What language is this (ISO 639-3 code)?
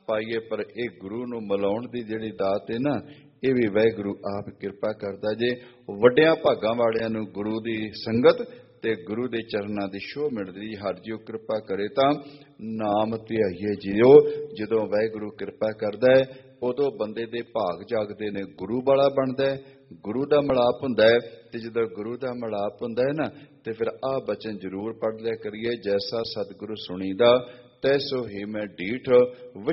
pan